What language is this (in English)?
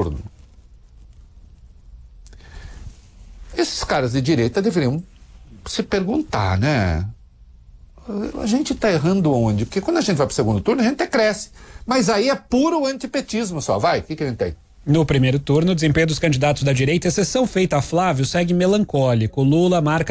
Portuguese